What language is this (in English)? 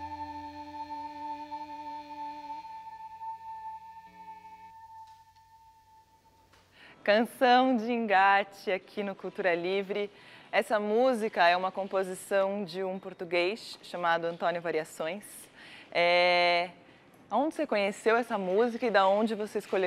Portuguese